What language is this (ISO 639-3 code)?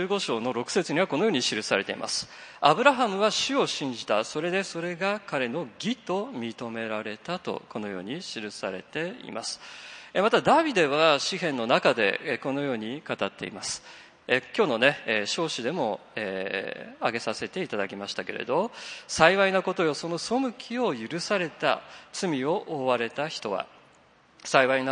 jpn